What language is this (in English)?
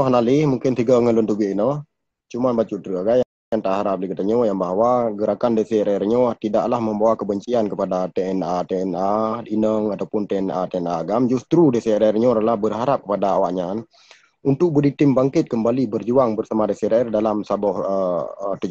Achinese